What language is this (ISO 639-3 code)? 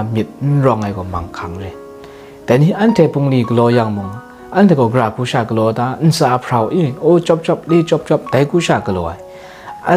kac